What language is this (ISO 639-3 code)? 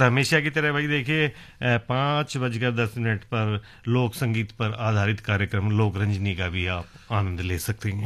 hin